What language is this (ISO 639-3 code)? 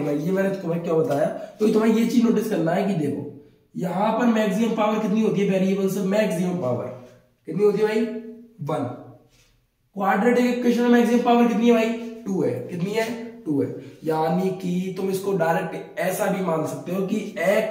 hin